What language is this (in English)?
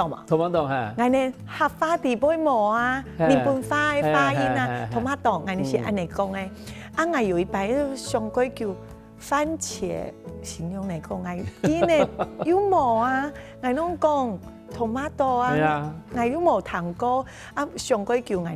Hakka Chinese